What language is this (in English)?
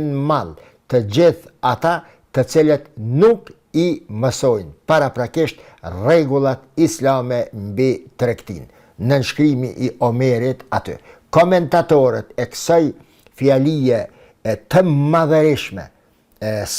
Albanian